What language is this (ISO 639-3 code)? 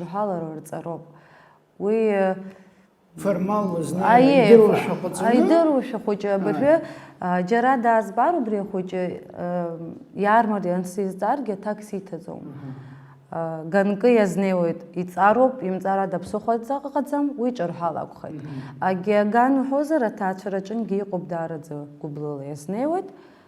abk